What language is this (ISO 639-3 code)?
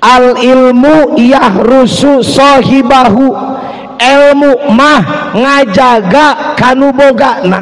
sun